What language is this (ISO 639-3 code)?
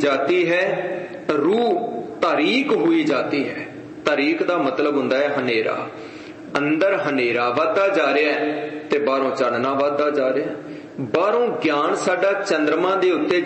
pan